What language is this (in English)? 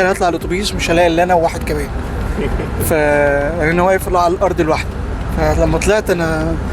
Egyptian Arabic